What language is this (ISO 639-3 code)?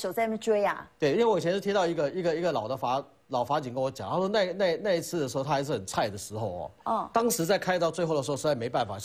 zho